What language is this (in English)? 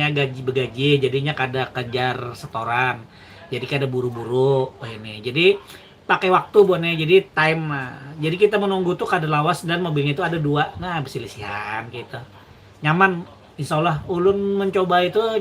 Banjar